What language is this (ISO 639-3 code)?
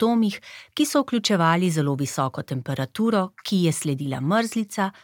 slv